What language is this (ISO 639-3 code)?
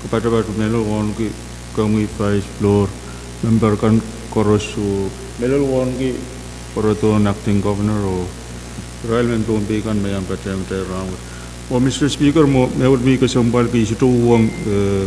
pon